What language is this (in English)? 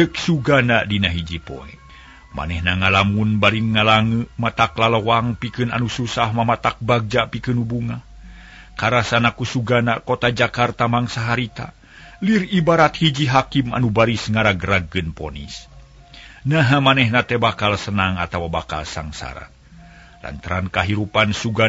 Sundanese